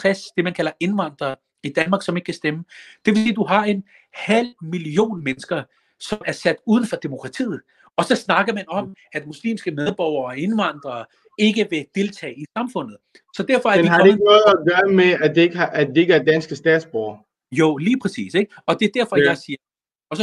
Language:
Danish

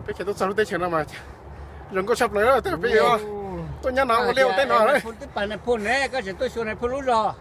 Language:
Hmong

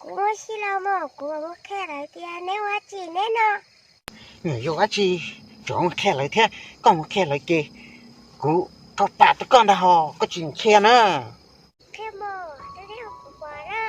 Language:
Hmong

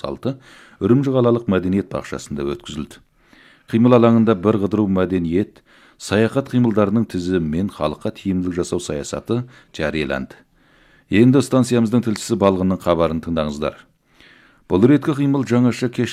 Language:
Kazakh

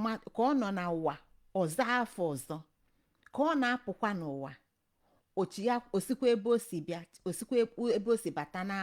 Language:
Igbo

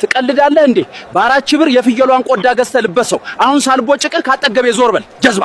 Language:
Amharic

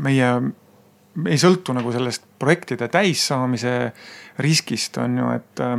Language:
Estonian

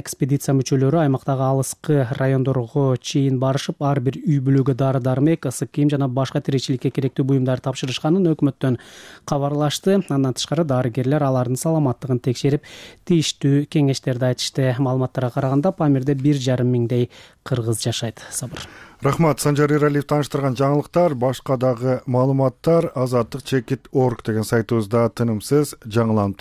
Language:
Kyrgyz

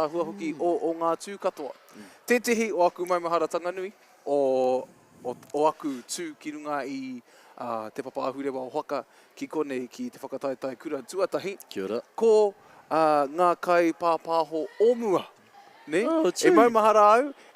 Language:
Māori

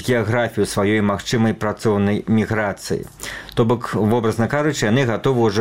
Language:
Belarusian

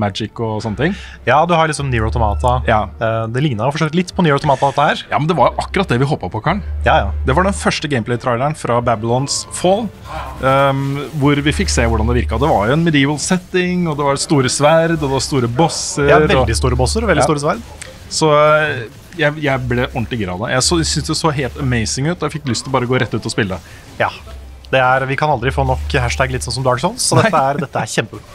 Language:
Norwegian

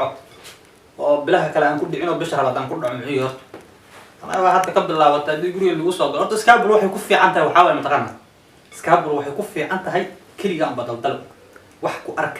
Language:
Somali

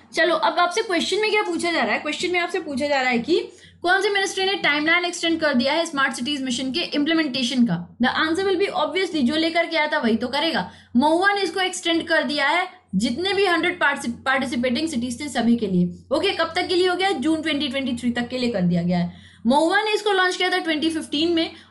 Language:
Hindi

